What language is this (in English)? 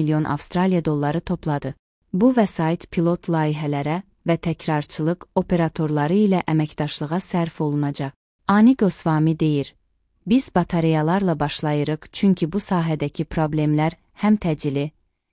Azerbaijani